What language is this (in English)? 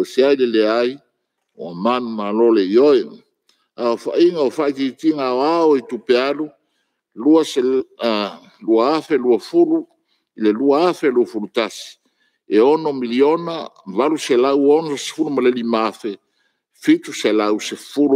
Samoan